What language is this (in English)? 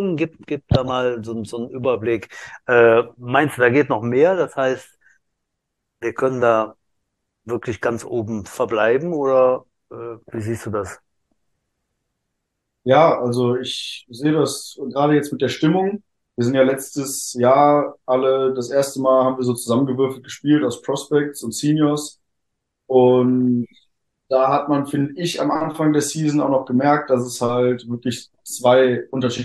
German